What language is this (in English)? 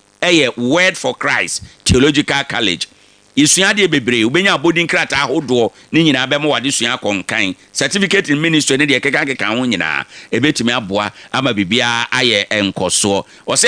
Akan